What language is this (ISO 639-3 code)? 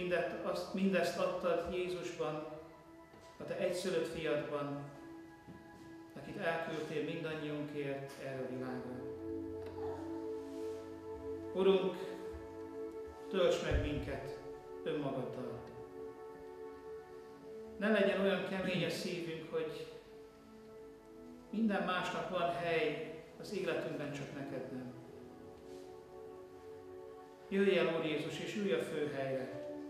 hun